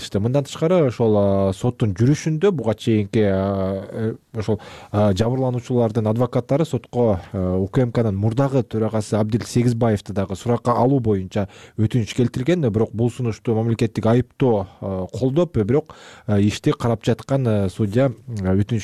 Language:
Kyrgyz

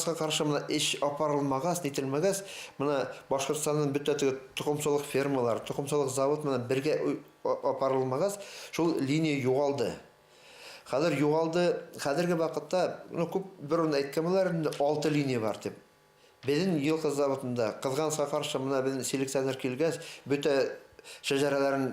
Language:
Bashkir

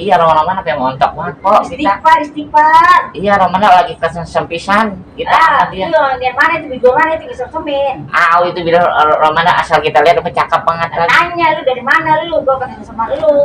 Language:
Betawi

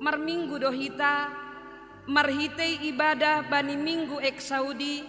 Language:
Batak Simalungun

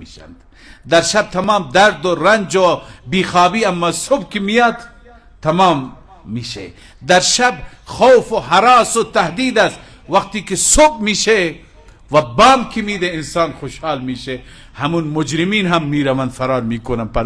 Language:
Persian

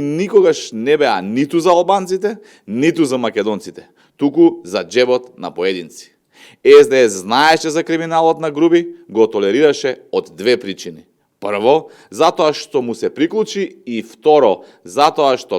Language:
Macedonian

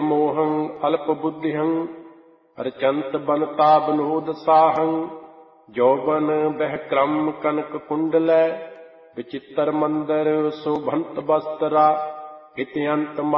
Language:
Punjabi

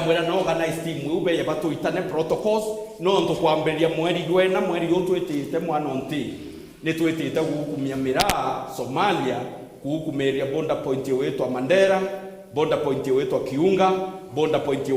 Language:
Meru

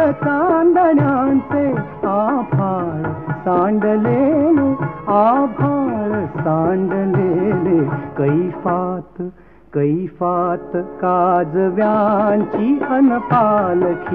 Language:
Marathi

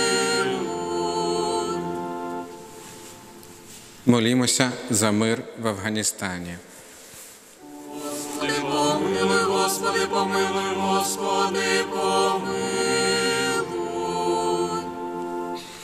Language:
Ukrainian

